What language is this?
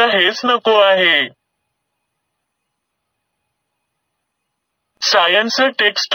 Marathi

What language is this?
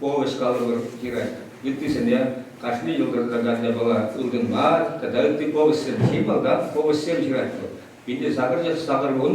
Chuvash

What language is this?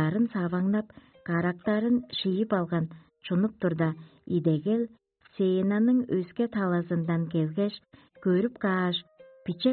Tuvinian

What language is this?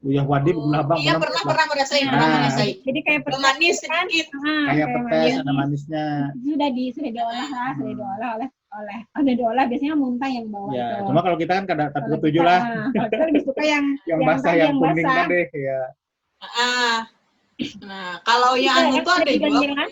Banjar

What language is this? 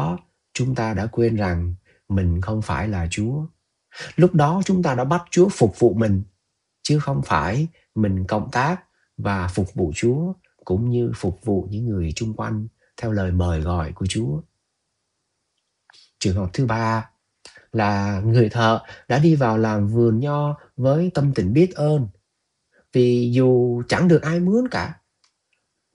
Vietnamese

